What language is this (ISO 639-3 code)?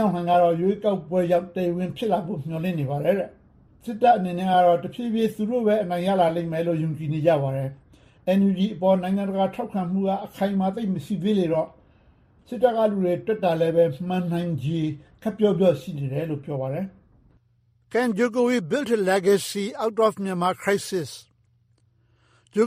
mya